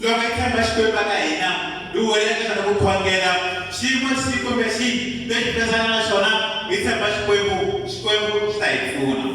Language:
Tsonga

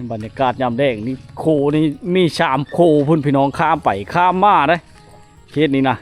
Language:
Lao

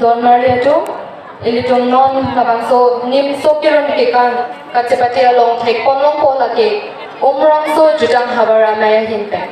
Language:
Karbi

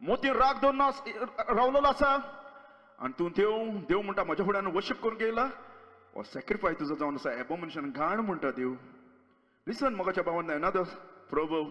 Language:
Konkani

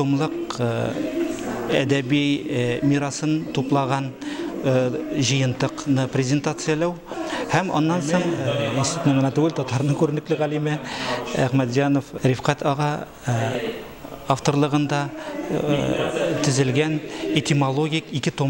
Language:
Tatar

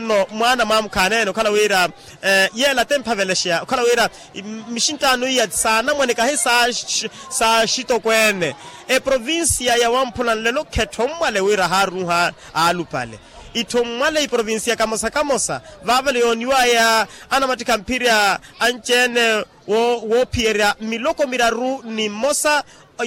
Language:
Makhuwa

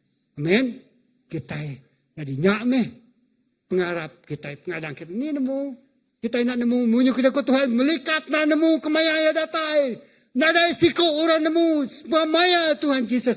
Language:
Iban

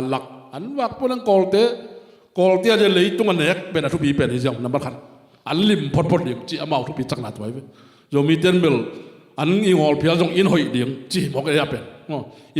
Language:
Tedim Chin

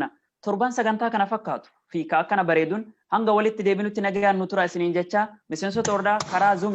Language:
Oromo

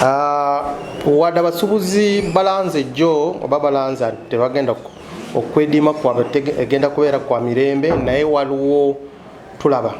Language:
Ganda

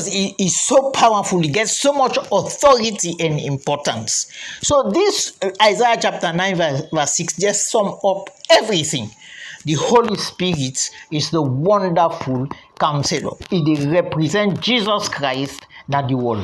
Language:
Krio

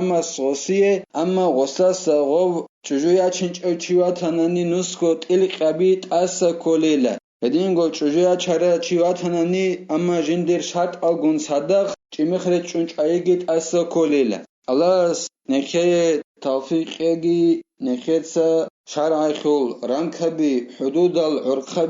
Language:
Avaric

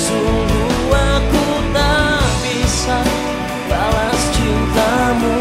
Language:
Makassar Malay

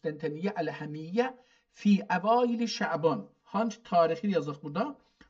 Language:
South Azerbaijani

